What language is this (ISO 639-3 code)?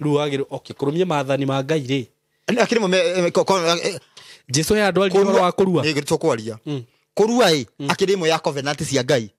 kik